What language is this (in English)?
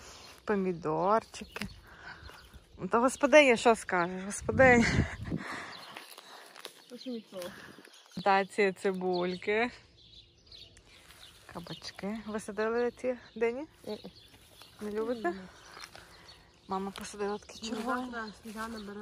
Ukrainian